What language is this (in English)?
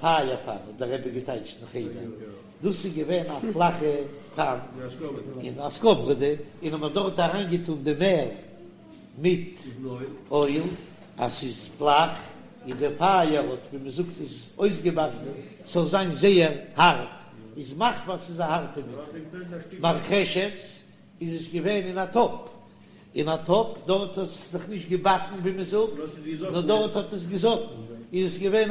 Yiddish